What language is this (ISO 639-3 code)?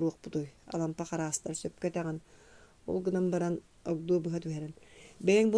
sah